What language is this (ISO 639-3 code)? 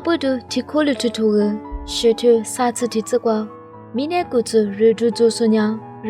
lis